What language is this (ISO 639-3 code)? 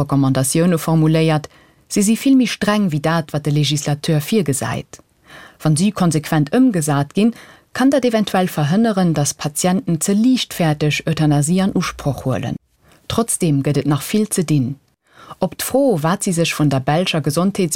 ltz